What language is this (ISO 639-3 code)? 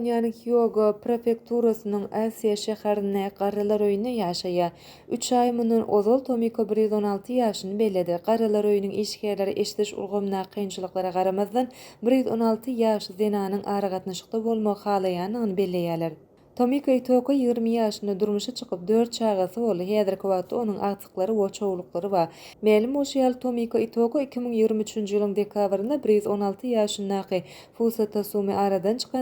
tuk